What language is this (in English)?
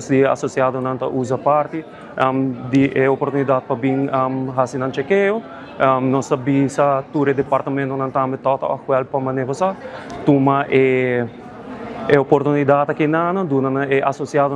Papiamento